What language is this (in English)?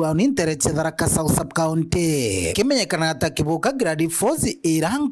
Meru